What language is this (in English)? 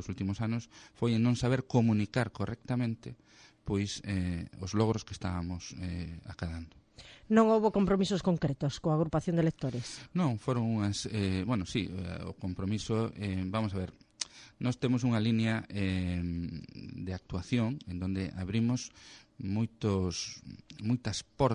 Galician